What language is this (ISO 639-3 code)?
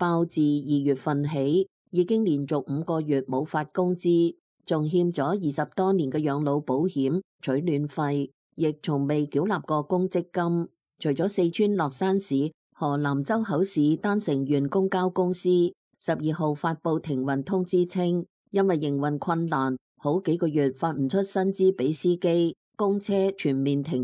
yue